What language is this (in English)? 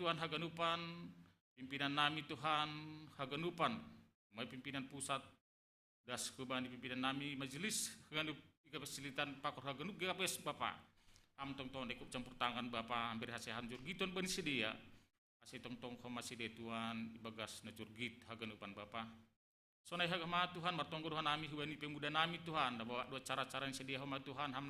Batak Simalungun